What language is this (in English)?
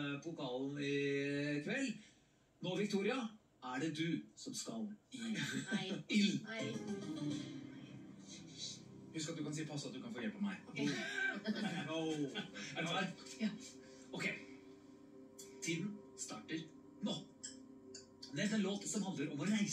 Norwegian